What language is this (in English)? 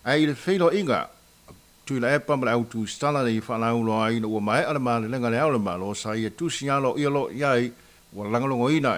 Samoan